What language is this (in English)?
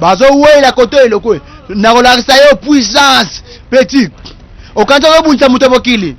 Lingala